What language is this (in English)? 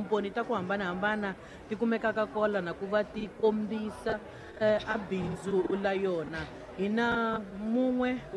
Tsonga